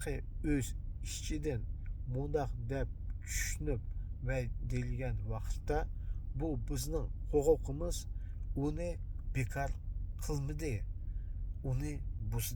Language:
Uyghur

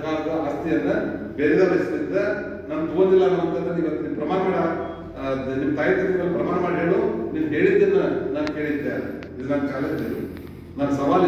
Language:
Kannada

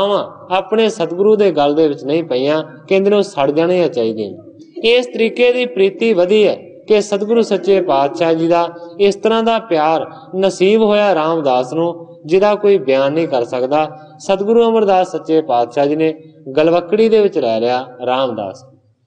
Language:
Punjabi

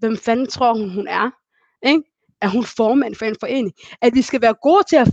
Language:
Danish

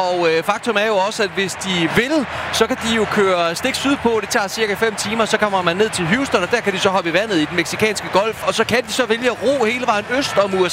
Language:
Danish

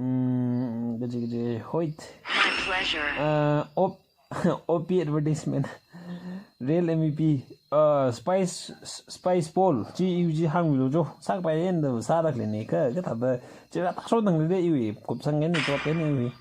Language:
Tangkhul Naga (India)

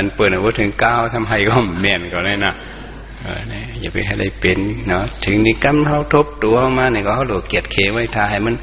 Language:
Shan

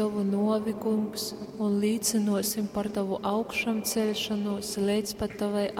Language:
Latgalian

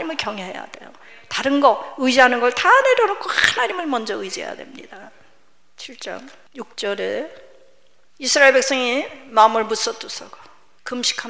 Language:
Korean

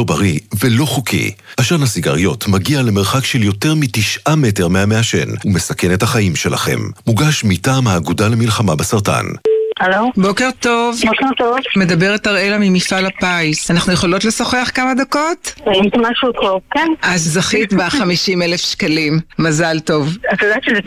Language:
Hebrew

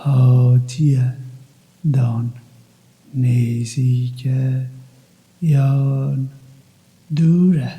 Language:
Kurdish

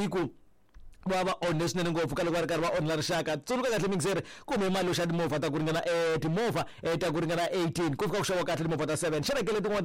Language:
Tsonga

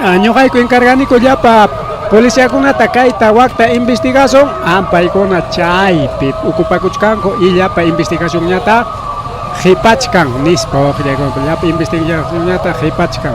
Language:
Ayacucho Quechua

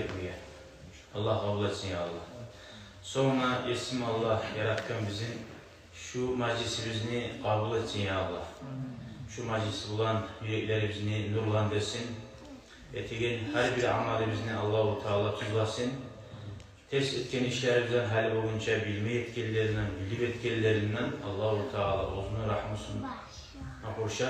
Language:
Kumyk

